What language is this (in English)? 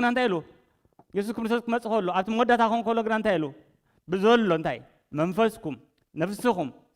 Tigrinya